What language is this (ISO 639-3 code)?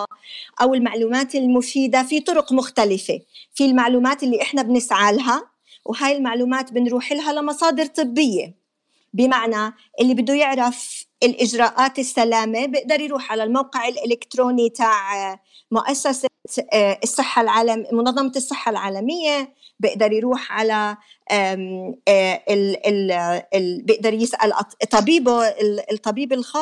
apc